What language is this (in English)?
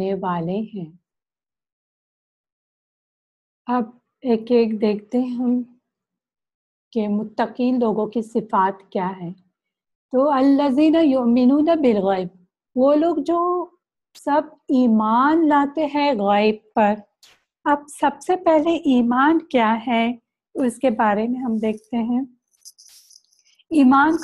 Urdu